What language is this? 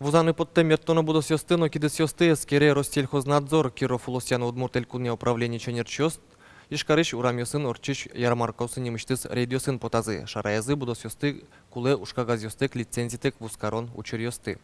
Udmurt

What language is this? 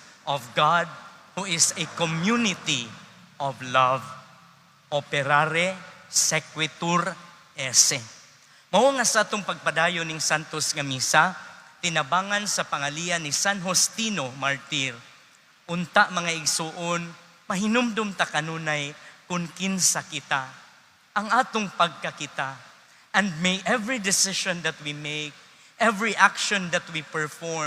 Cebuano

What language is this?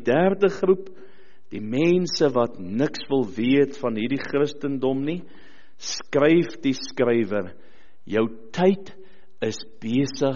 Afrikaans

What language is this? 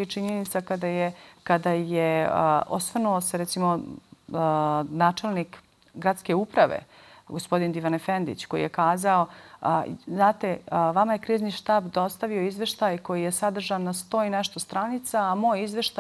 Bosnian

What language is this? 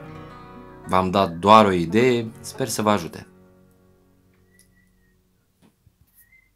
Romanian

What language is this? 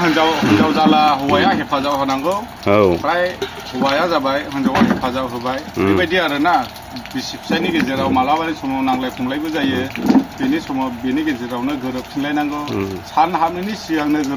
Bodo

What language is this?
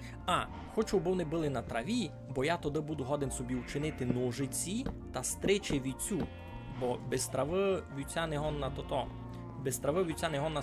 Rusyn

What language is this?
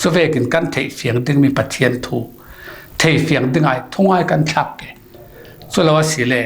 Falam Chin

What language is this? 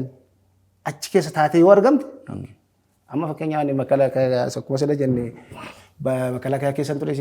Oromo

